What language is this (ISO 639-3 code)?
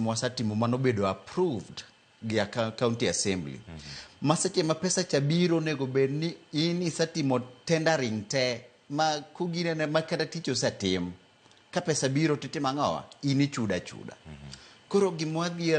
luo